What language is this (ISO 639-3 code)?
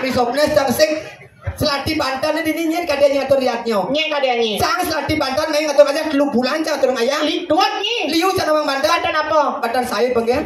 ban